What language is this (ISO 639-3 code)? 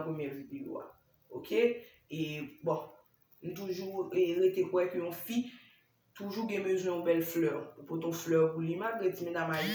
hat